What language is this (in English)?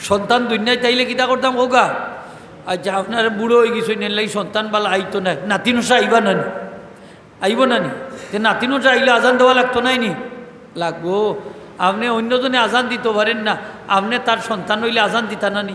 Sylheti